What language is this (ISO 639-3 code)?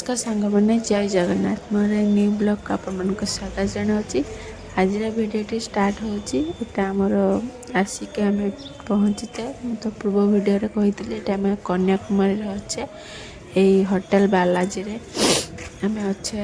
ori